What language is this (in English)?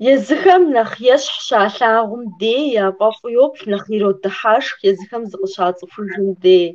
Kabardian